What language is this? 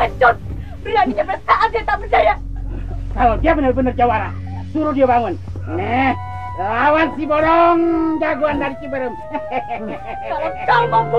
Indonesian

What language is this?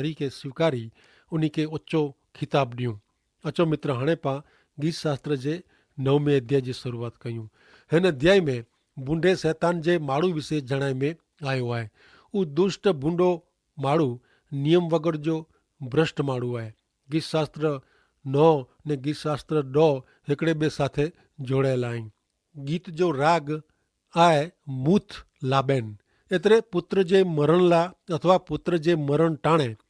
Kachhi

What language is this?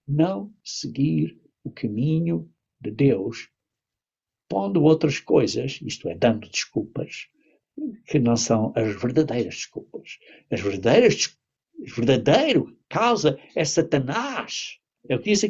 Portuguese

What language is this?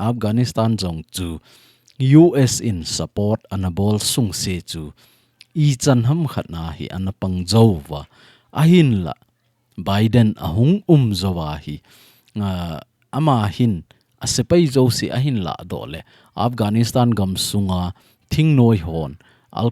Thado Chin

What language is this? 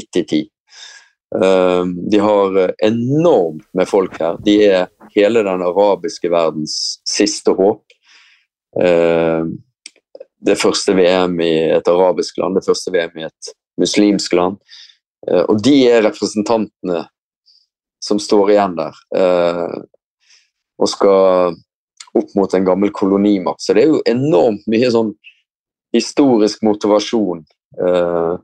Norwegian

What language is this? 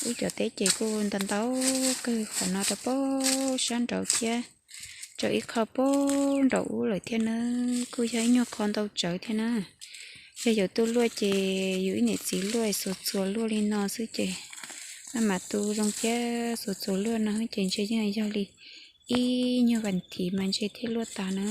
Hmong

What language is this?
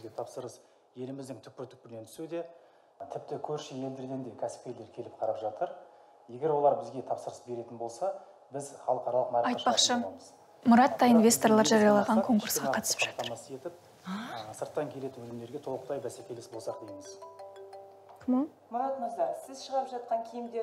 Kazakh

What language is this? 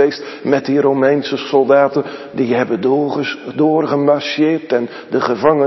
Dutch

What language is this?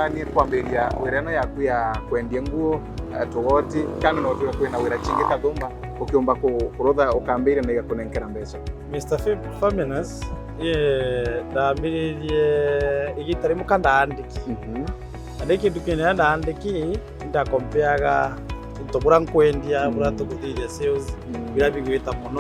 Meru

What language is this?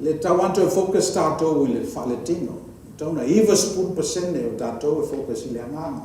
Samoan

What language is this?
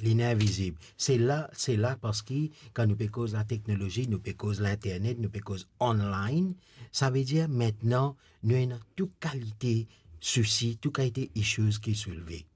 Morisyen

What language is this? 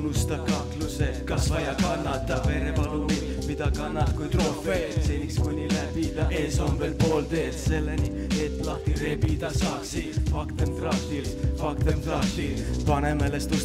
Estonian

